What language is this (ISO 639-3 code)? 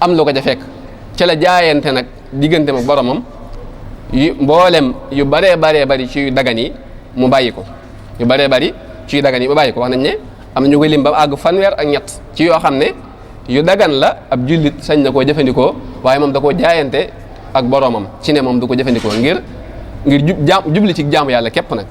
wol